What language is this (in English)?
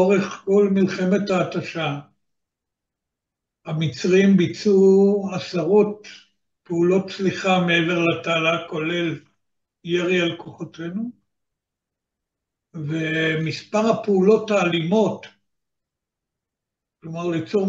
Hebrew